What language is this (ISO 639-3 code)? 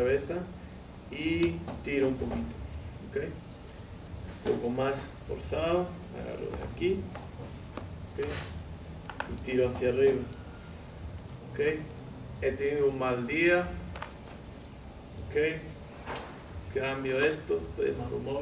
spa